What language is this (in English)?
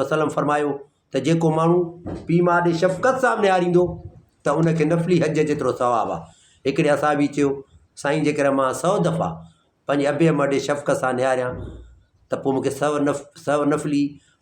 Sindhi